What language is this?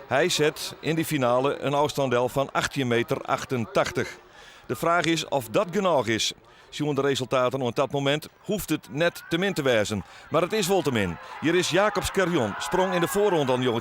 Western Frisian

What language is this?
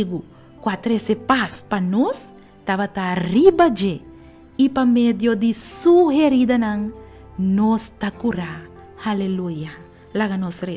Papiamento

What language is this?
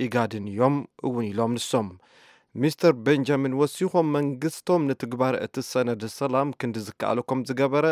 Tigrinya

